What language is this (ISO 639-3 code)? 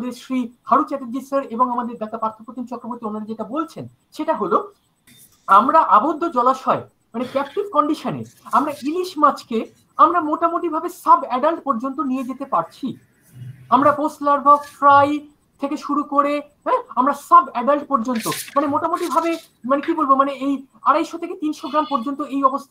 ben